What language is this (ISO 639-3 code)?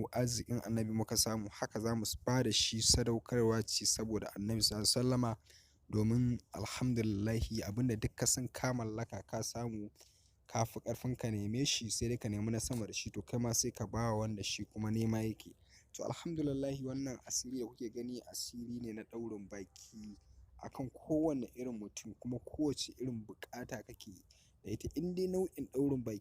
hau